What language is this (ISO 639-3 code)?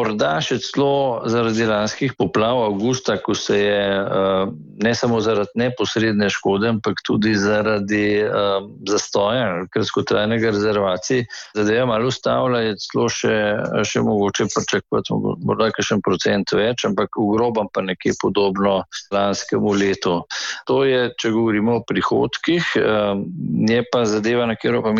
slv